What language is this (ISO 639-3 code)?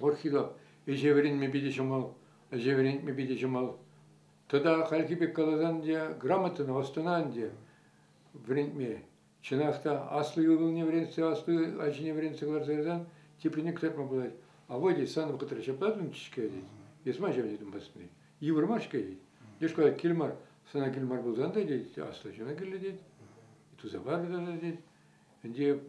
chv